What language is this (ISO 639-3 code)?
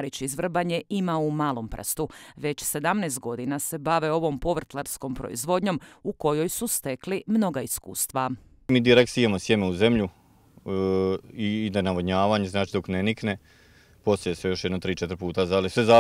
hrv